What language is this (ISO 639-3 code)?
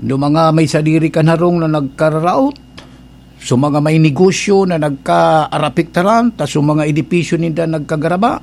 bik